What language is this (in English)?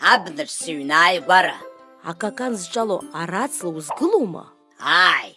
Abkhazian